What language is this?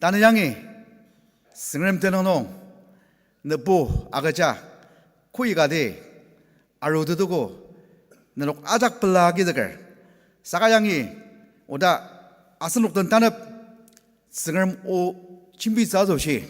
Ao Naga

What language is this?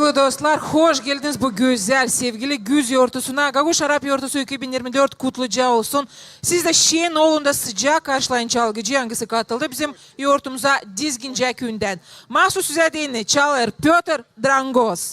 Gagauz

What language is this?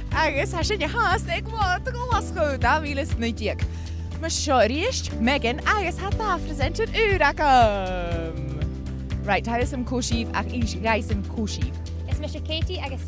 Scottish Gaelic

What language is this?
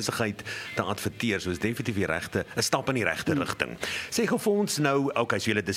Afrikaans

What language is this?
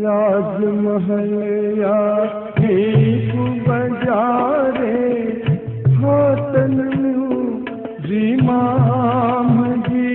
Newari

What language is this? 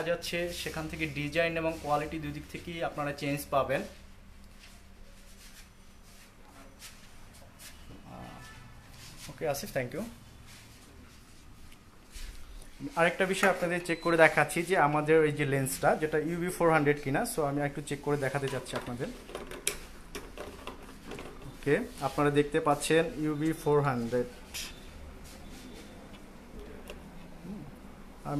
Bangla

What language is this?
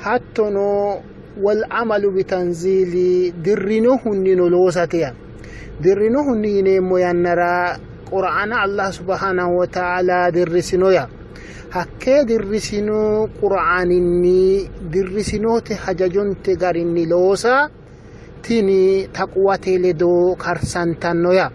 Sidamo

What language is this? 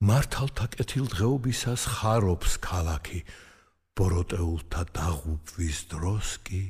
Georgian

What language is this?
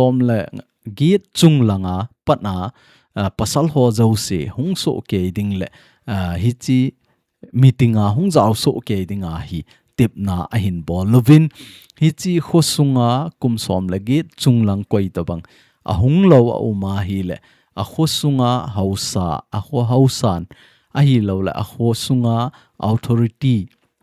Thado Chin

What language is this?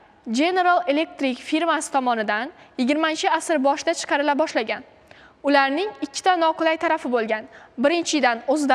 Uzbek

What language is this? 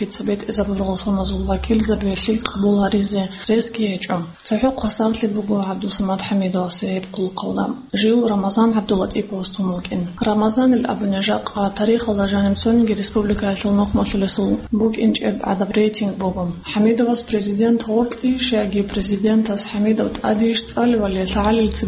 Avaric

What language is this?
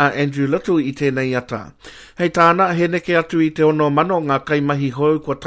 Māori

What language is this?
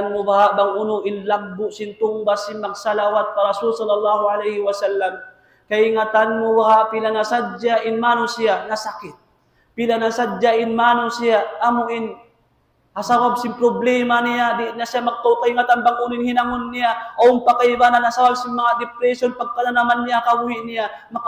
Tausug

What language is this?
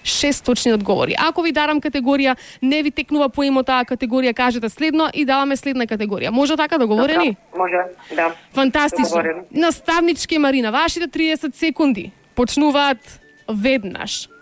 Macedonian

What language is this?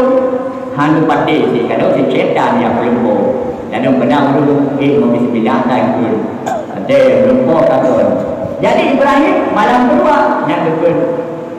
Achinese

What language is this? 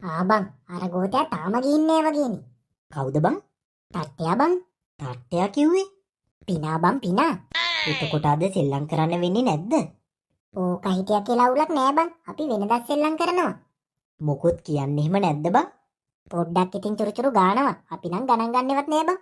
Sinhala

